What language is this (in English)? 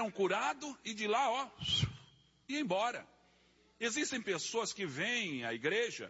Portuguese